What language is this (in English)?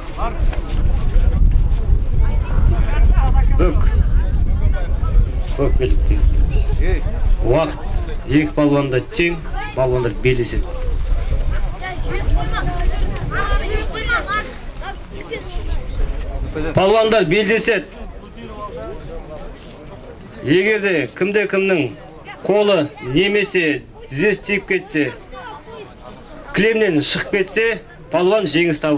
Kazakh